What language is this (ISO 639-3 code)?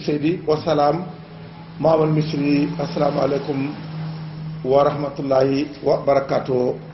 wol